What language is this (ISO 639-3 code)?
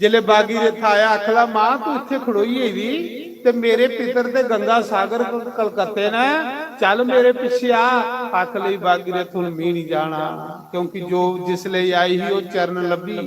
doi